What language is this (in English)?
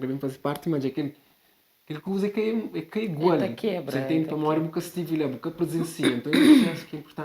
Kabuverdianu